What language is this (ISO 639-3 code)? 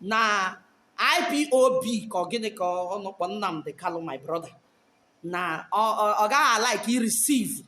ibo